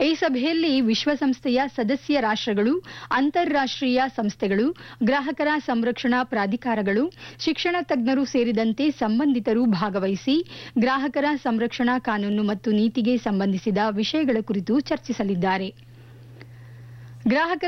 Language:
Kannada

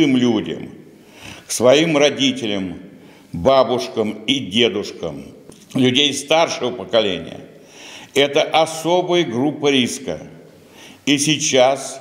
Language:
Russian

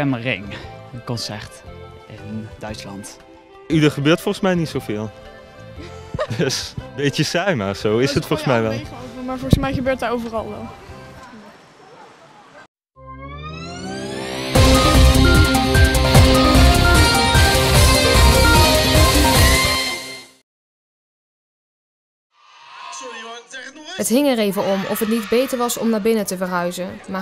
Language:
Dutch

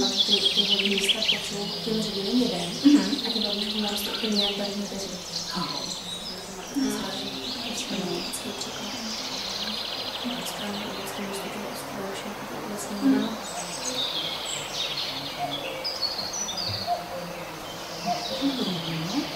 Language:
Czech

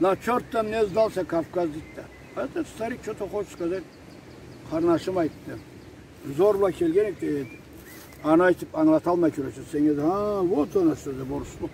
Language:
Karachay-Balkar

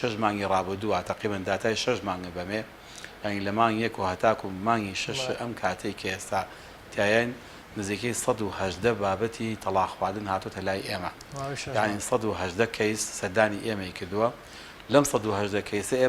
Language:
Central Kurdish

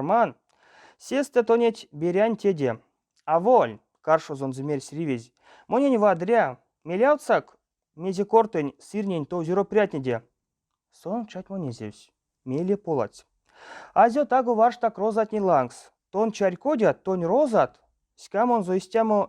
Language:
Erzya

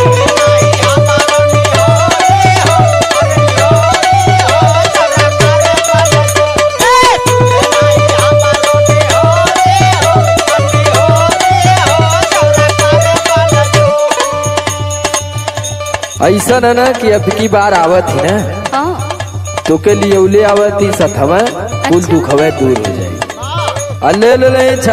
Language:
Bhojpuri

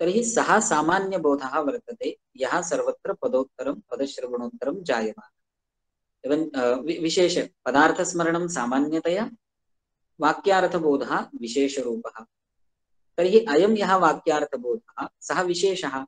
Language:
Sanskrit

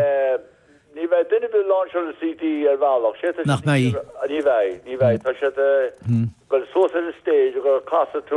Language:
Irish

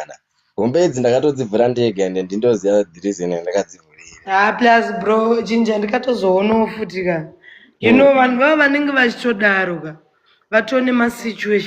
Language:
Shona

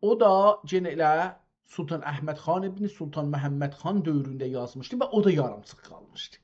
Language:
South Azerbaijani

